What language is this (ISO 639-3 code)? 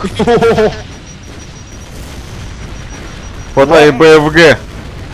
rus